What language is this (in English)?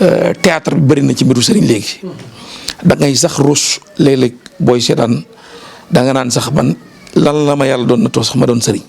Wolof